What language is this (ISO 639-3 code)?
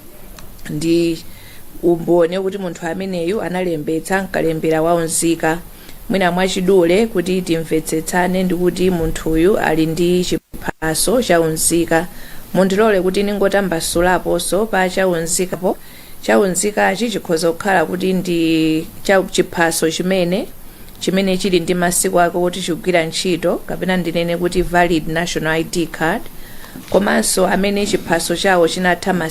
nya